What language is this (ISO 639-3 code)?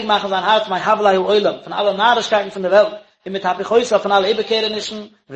yid